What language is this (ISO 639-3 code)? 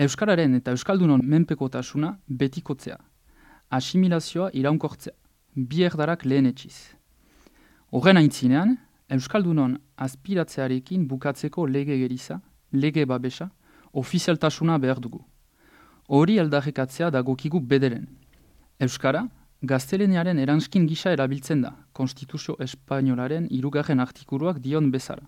eus